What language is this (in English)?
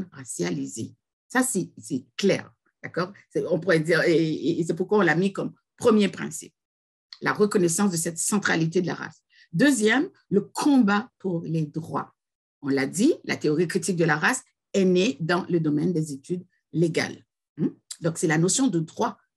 French